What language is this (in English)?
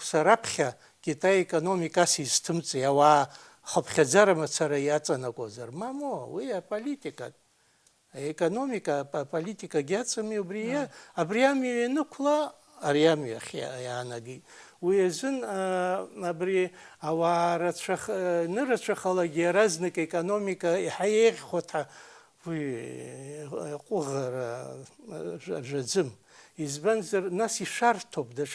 Abkhazian